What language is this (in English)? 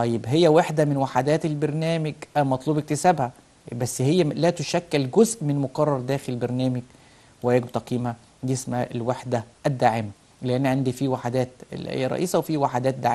Egyptian Arabic